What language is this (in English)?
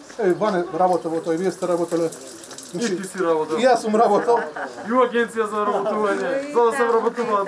Macedonian